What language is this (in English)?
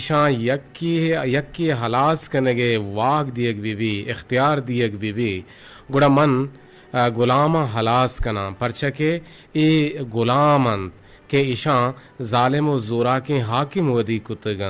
Eastern Balochi